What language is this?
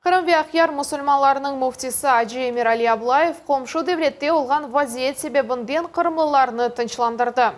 Crimean Tatar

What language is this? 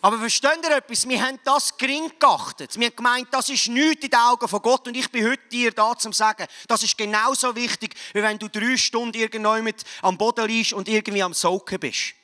Swiss German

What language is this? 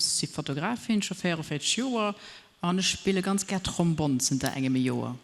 Luxembourgish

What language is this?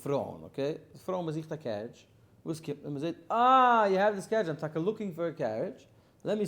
Yiddish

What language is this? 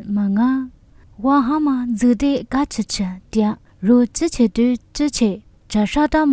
Lisu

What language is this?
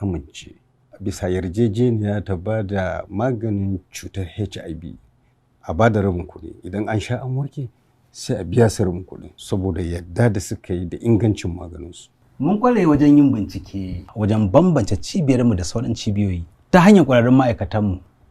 Hausa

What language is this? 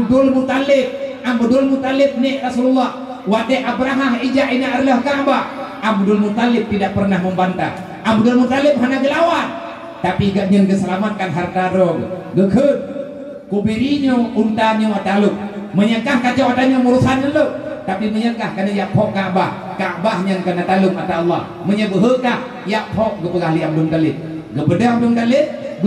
Achinese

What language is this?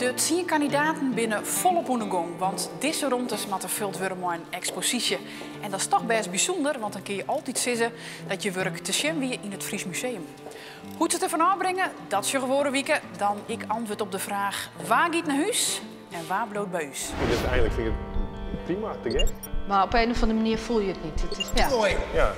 Western Frisian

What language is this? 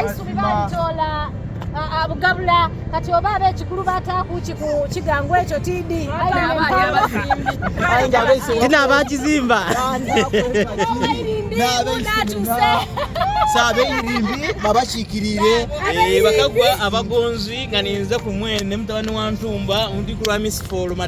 Soga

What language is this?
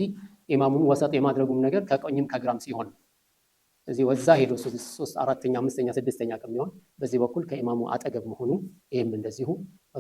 Amharic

